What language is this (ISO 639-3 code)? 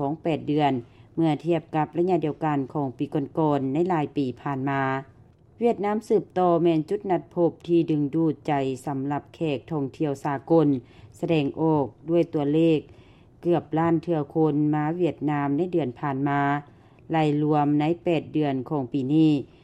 lao